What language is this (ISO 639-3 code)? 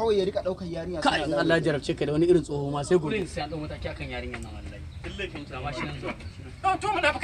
hau